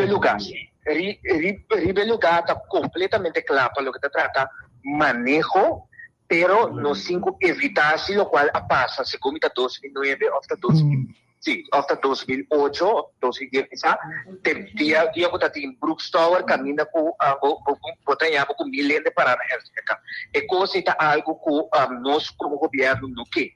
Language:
Papiamento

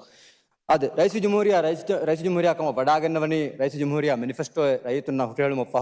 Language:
Divehi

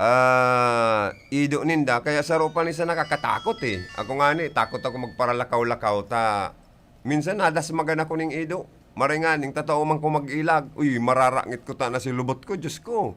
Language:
Bikol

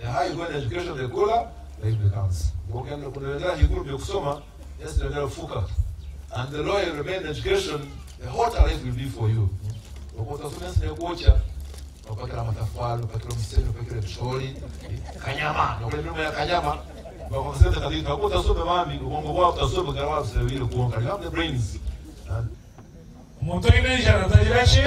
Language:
Nyankole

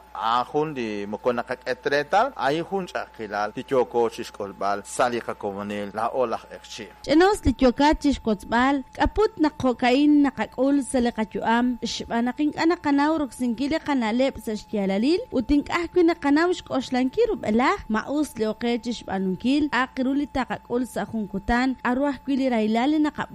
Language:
Kekchí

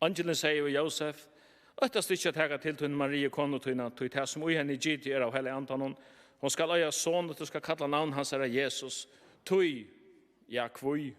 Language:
Faroese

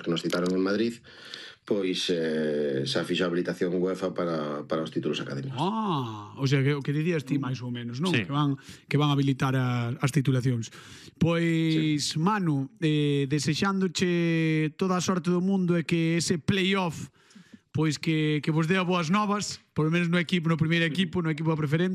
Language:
Galician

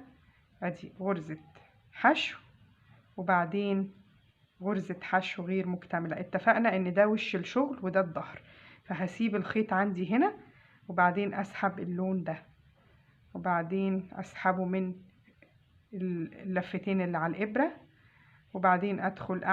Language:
Egyptian Arabic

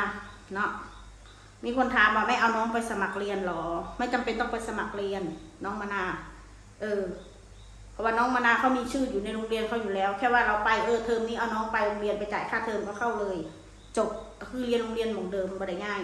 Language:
Northeastern Thai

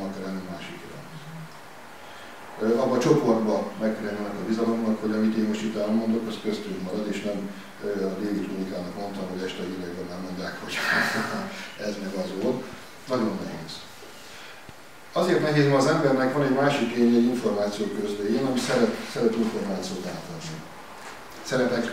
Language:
Hungarian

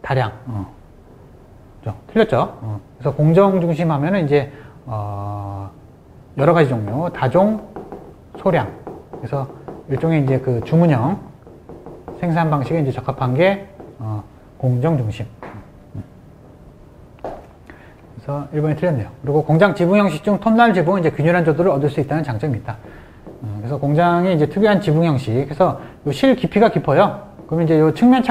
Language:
Korean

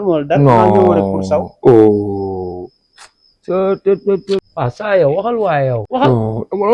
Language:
Wolof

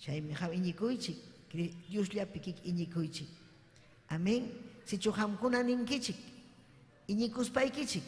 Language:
Ayacucho Quechua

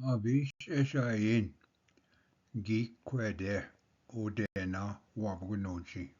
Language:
Ojibwa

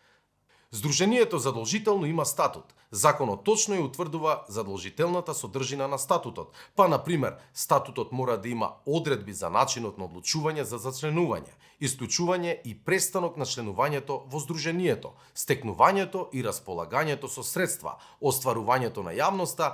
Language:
Macedonian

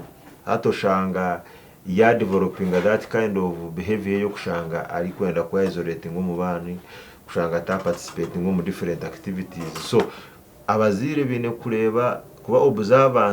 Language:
Nyankole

